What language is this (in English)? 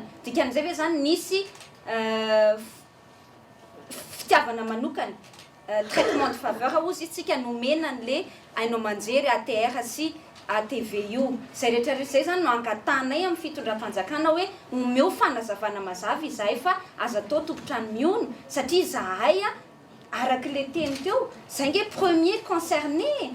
Malagasy